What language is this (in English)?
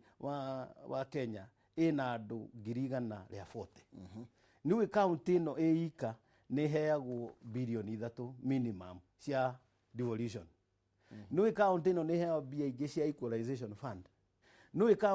Kikuyu